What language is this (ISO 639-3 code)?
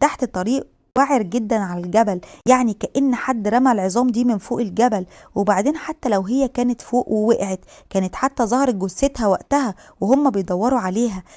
arz